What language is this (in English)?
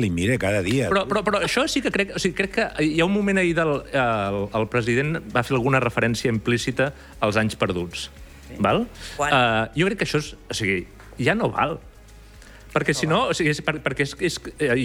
Catalan